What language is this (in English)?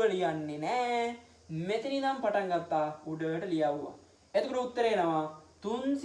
Sinhala